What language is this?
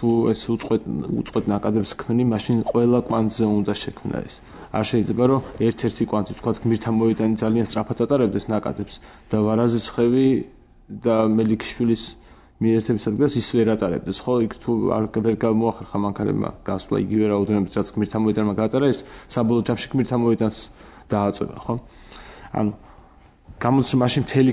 Georgian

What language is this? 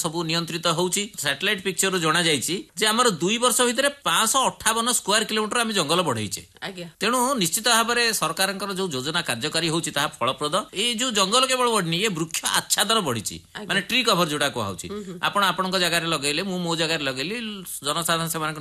Odia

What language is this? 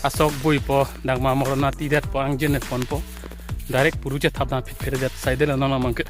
Karbi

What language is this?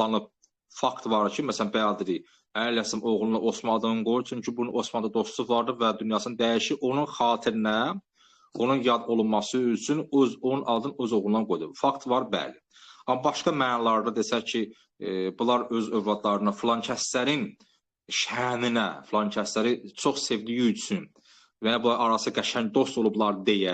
Azerbaijani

